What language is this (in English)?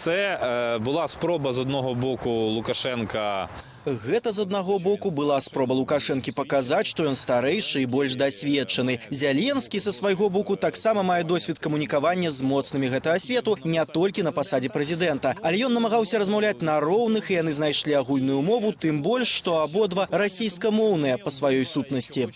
Belarusian